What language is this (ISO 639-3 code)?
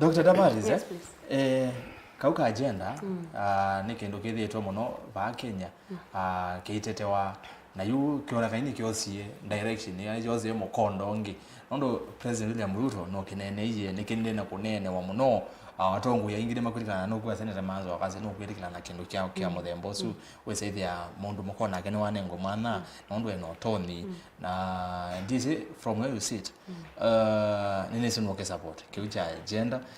kam